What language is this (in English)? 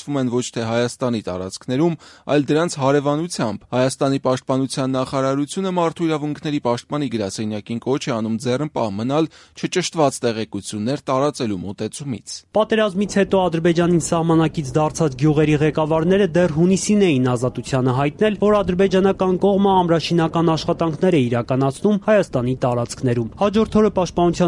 Armenian